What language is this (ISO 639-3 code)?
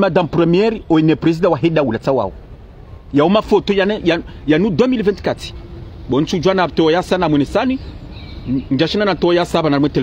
zdj